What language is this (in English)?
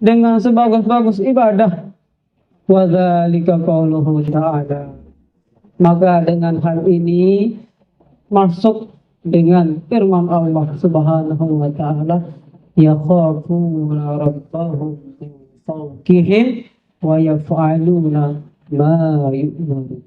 Sasak